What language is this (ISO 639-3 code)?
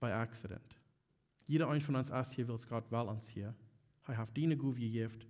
pdt